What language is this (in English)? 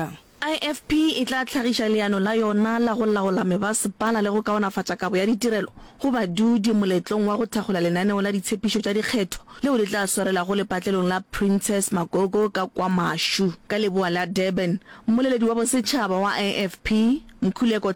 Northern Sotho